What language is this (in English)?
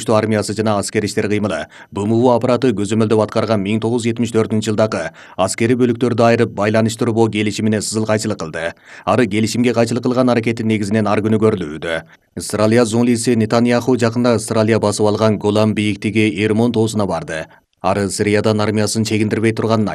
Kyrgyz